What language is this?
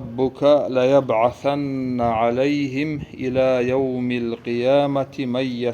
Kumyk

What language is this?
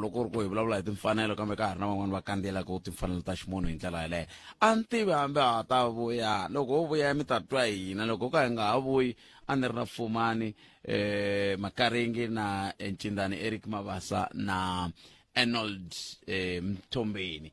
Tsonga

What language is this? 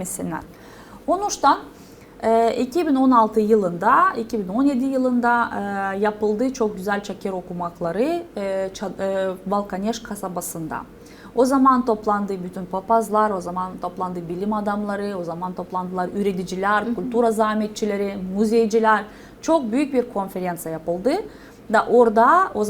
Gagauz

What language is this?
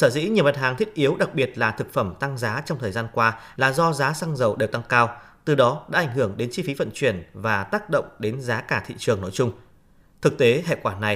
Vietnamese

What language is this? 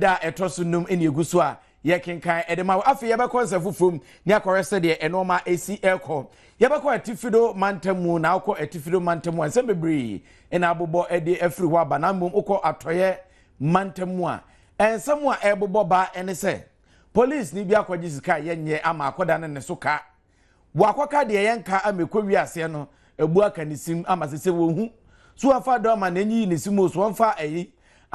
Akan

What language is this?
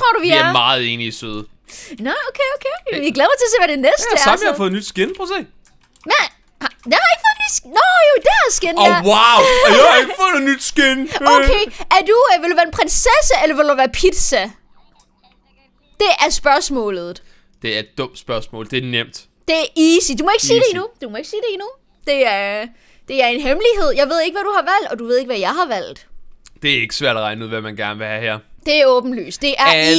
Danish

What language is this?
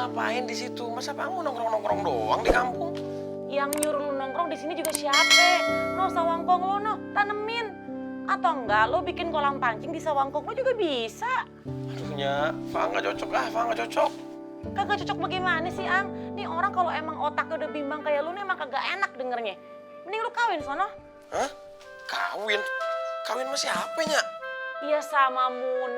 Betawi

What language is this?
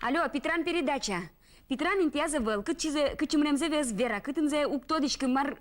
Udmurt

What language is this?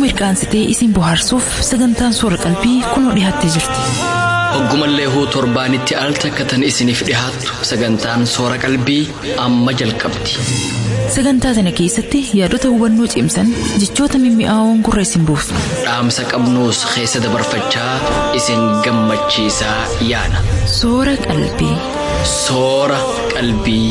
Somali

